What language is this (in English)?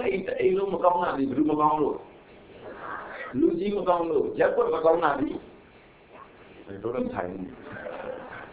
Burmese